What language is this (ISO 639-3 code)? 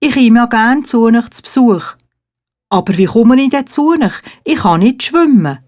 gsw